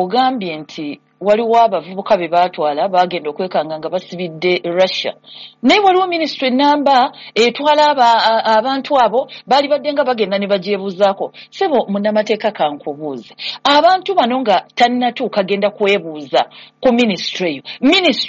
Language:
Ganda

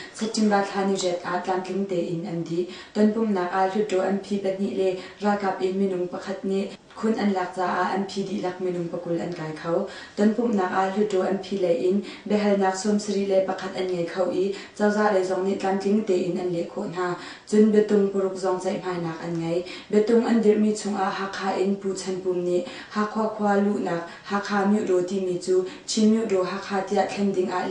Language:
Hakha Chin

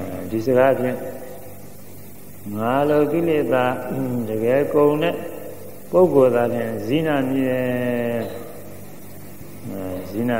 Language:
Burmese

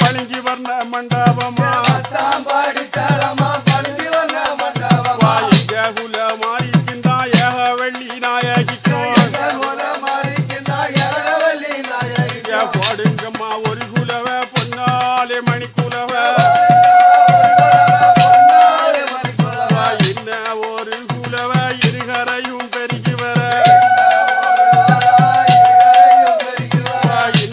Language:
Tamil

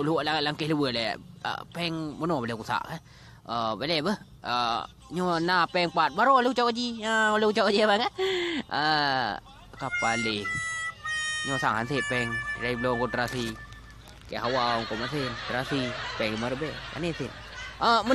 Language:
Achinese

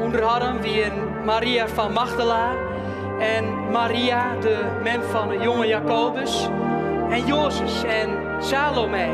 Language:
Western Frisian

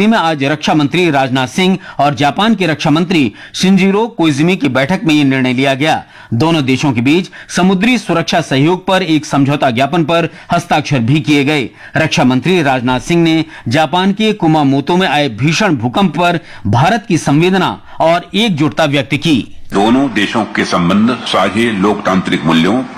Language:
Hindi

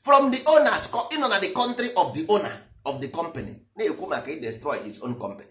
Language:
Igbo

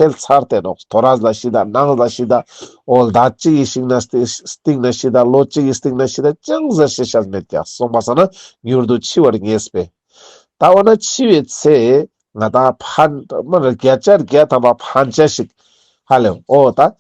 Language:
Ladakhi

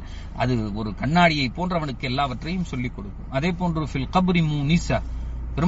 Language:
Tamil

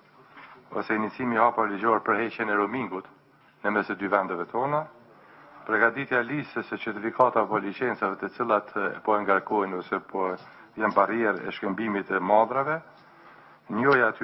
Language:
Albanian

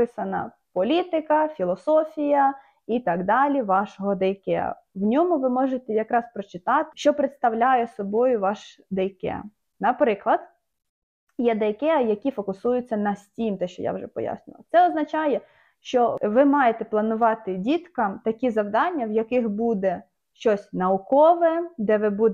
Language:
Ukrainian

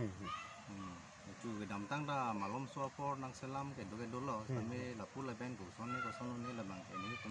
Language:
Karbi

